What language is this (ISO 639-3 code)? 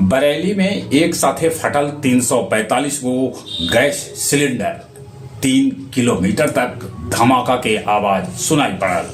mag